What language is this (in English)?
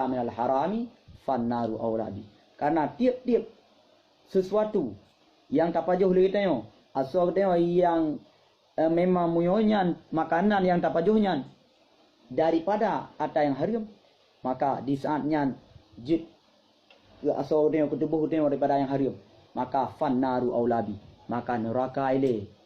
Achinese